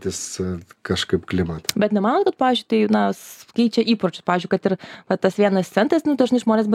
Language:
Lithuanian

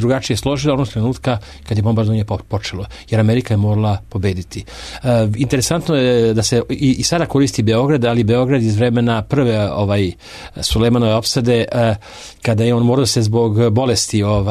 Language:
Serbian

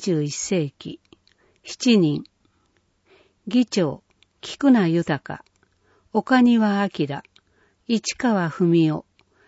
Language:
Japanese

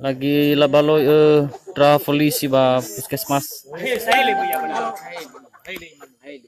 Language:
Nias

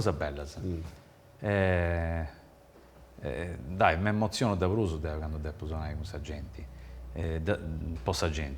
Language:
Sardinian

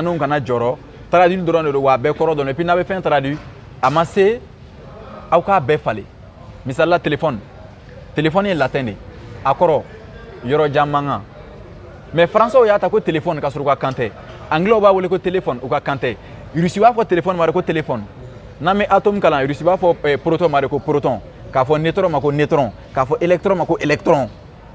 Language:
Bambara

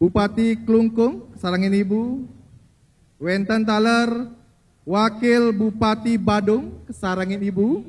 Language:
Balinese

